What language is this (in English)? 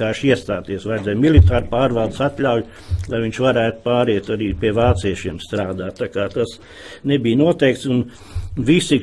Latvian